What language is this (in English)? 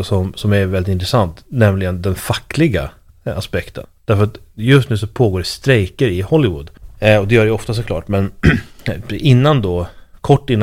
Swedish